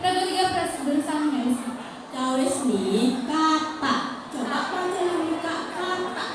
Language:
Balinese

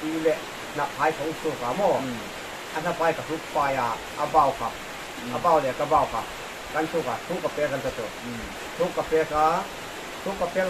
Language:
Hmar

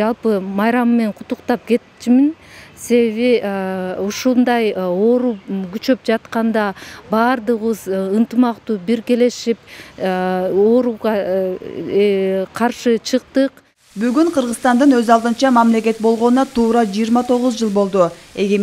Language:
Kyrgyz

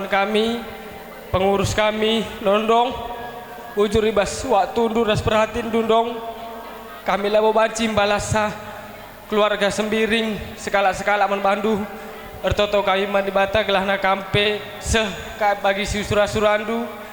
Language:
Batak Karo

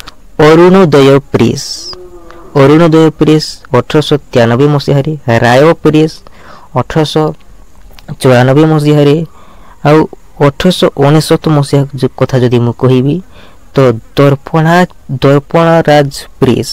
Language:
Odia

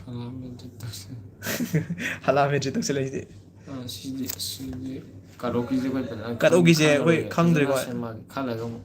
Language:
Manipuri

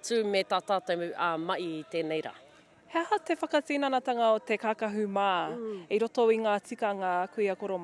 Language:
Māori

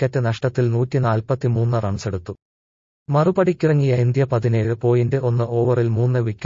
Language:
Malayalam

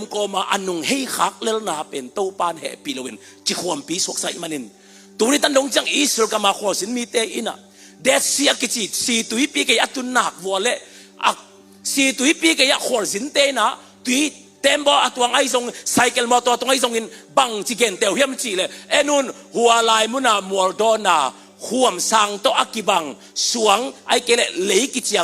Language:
Tedim Chin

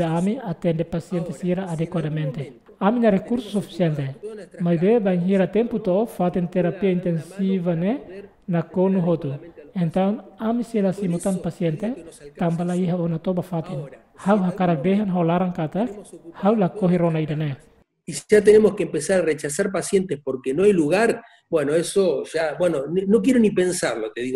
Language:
Tetum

